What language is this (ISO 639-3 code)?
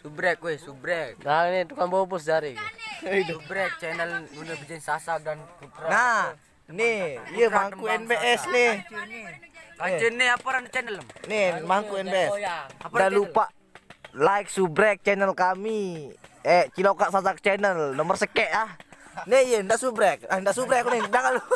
sas